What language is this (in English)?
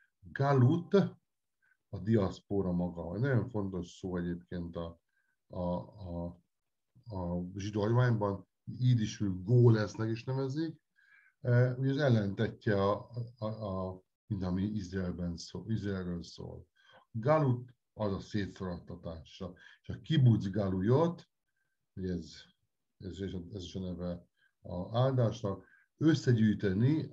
Hungarian